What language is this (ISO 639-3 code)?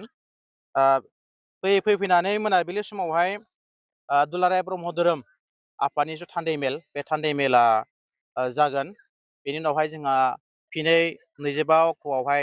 brx